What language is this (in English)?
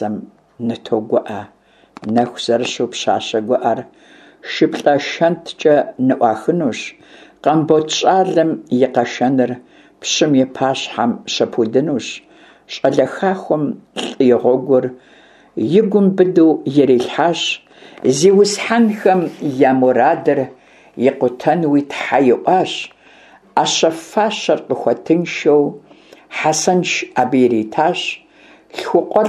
Kabardian